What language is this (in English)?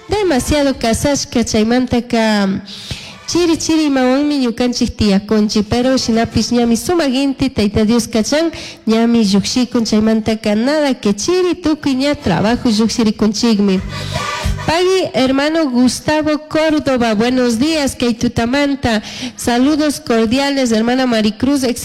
Chimborazo Highland Quichua